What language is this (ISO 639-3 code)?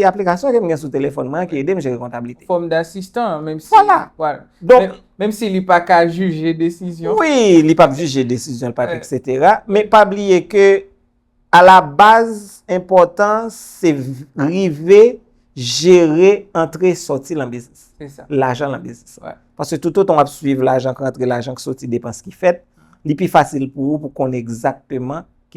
hat